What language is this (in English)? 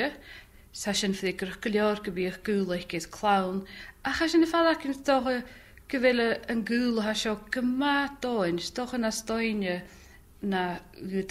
Scottish Gaelic